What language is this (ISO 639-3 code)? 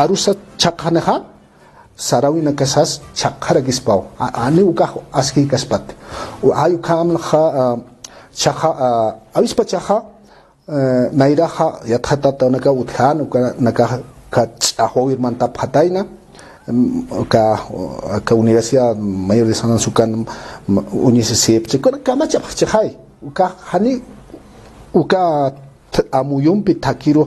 aym